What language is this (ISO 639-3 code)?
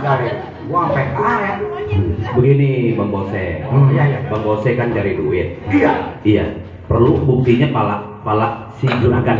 bew